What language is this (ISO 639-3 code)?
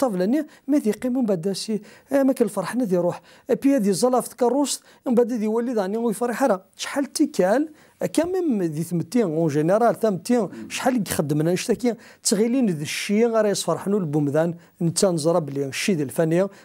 kab